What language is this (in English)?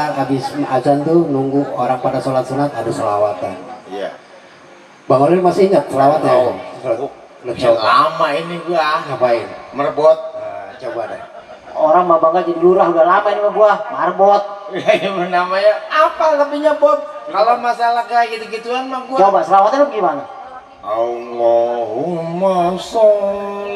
Betawi